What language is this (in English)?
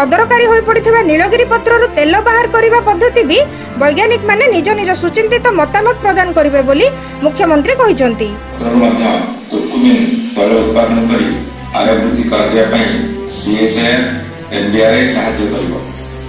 Odia